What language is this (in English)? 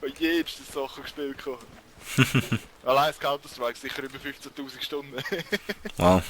Swiss German